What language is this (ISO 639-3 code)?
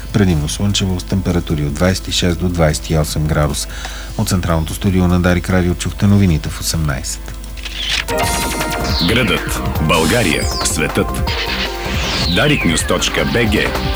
bul